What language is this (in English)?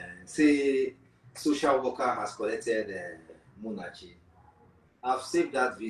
Nigerian Pidgin